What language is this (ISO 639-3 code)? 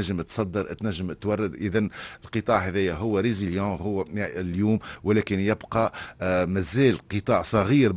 aeb